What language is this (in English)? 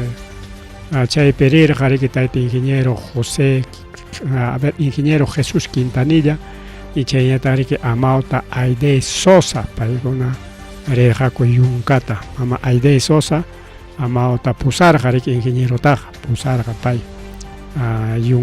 Ayacucho Quechua